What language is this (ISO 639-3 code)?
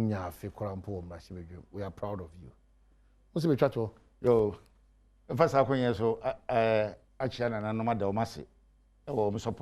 aka